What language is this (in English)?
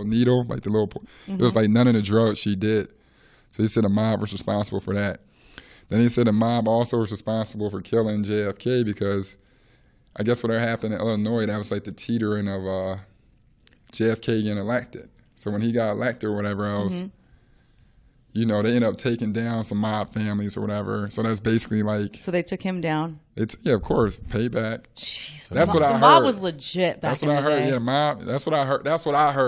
English